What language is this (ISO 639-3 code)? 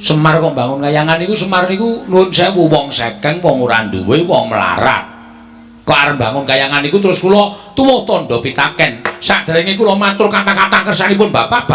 jav